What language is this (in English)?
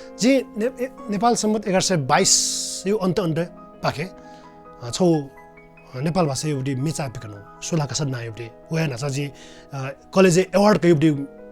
Newari